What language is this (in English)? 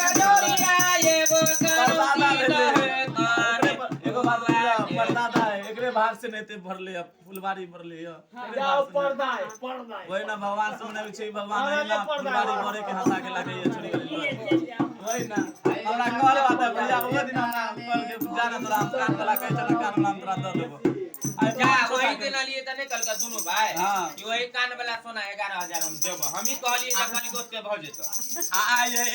Maithili